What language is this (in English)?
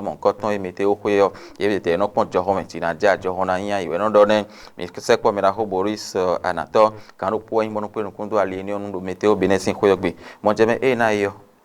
Fon